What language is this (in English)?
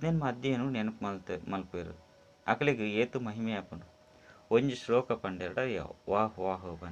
Tulu